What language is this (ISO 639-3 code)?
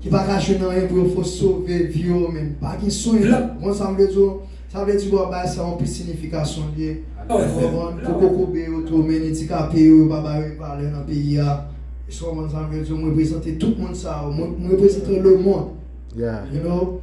hat